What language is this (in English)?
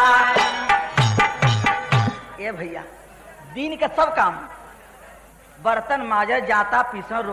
Bhojpuri